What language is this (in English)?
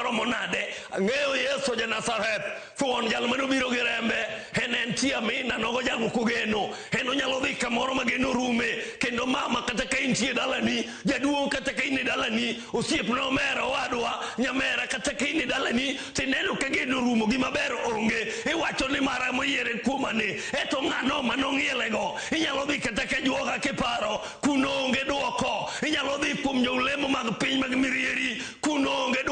Luo (Kenya and Tanzania)